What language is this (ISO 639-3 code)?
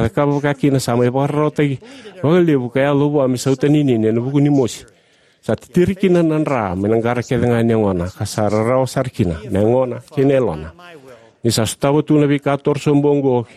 fij